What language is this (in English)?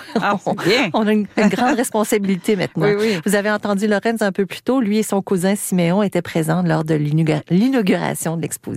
French